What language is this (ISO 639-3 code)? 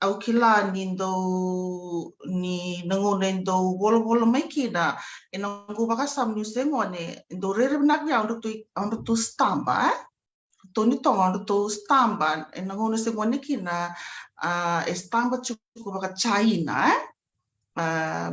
fij